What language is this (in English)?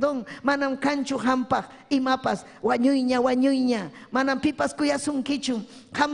Ayacucho Quechua